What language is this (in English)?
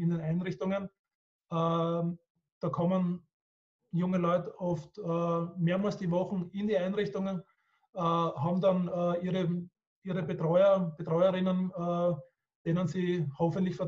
German